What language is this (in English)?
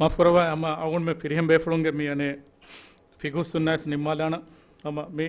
Divehi